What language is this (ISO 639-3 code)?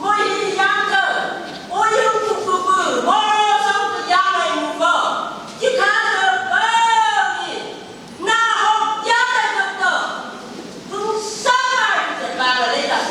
nph